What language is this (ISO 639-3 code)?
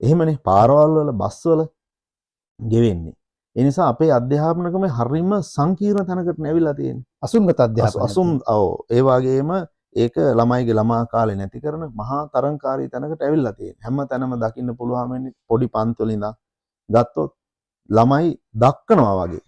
sin